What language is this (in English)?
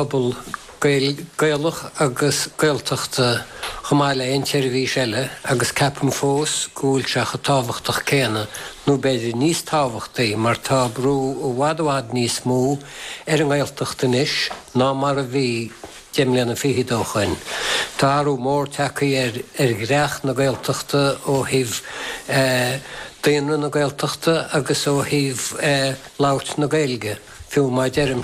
Irish